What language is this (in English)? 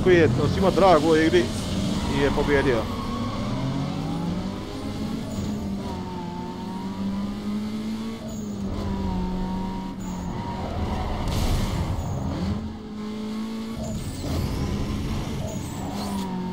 Croatian